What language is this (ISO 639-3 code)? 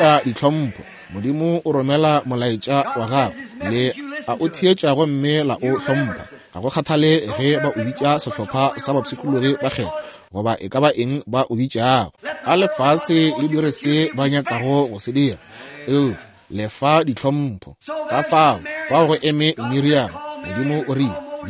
nso